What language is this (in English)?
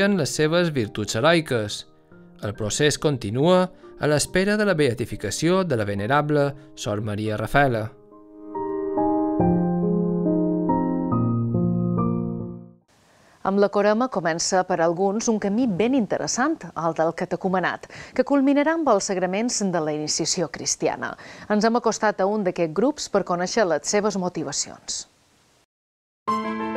Catalan